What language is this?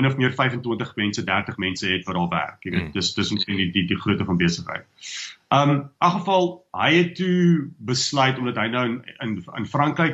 Afrikaans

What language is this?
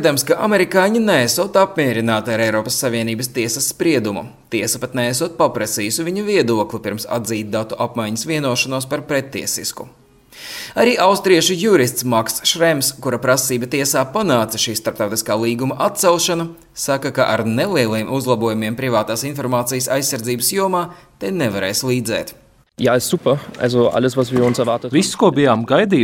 Latvian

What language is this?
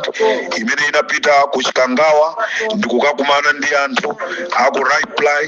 Nyanja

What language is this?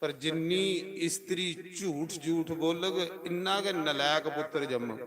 Dogri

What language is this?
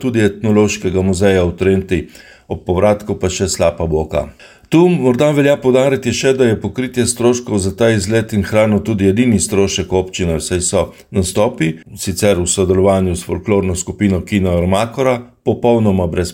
Slovenian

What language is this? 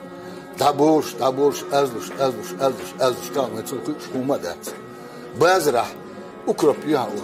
Chechen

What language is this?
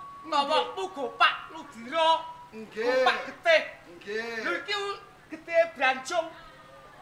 Javanese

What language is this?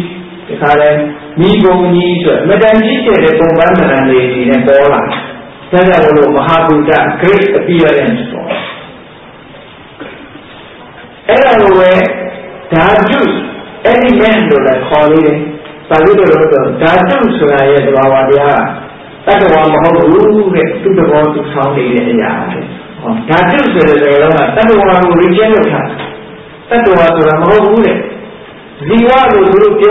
Burmese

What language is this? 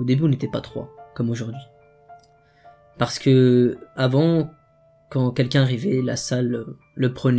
French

